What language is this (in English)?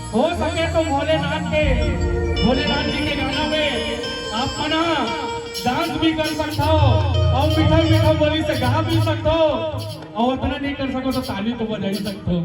Chhattisgarhi